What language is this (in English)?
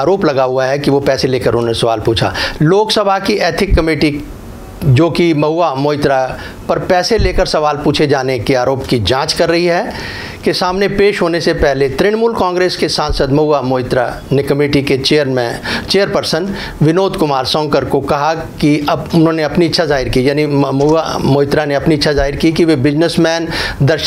Hindi